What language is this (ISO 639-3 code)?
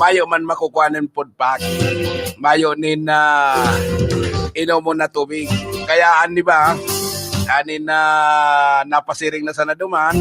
bik